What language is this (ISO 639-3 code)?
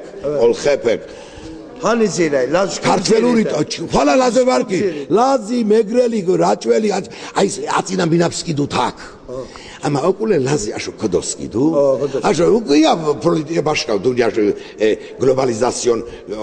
lzz